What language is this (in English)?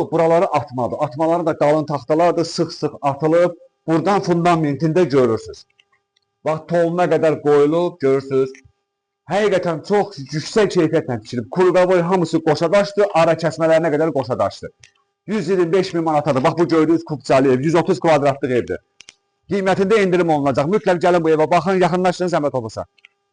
Azerbaijani